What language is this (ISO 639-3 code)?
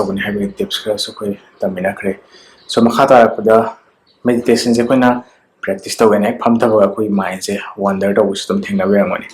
mni